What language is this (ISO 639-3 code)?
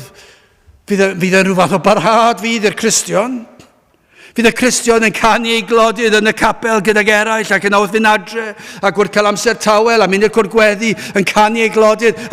cym